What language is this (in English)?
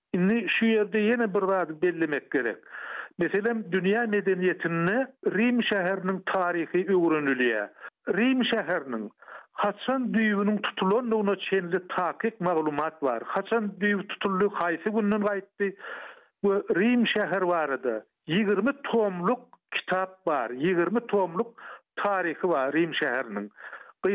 Turkmen